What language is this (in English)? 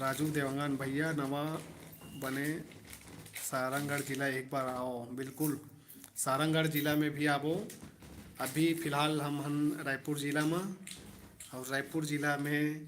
Chhattisgarhi